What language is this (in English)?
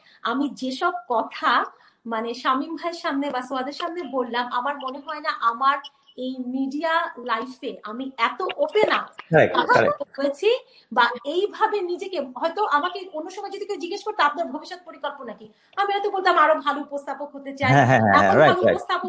Bangla